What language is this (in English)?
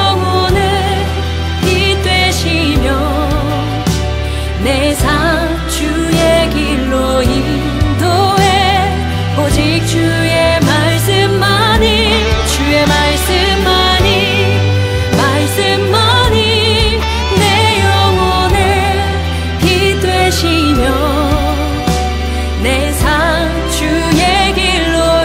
Korean